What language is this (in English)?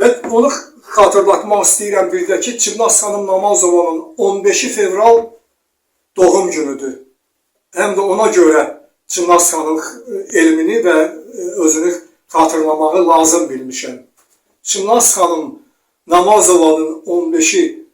Azerbaijani